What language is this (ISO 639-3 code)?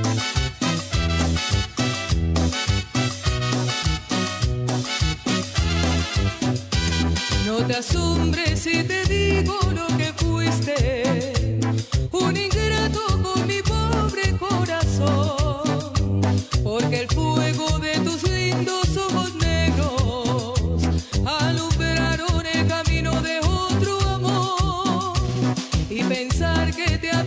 spa